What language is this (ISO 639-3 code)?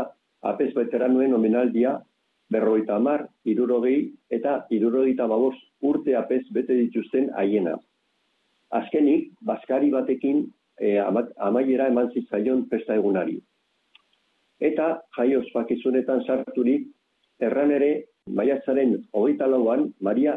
eus